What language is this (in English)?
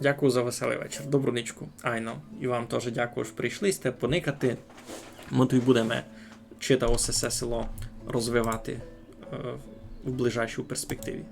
Rusyn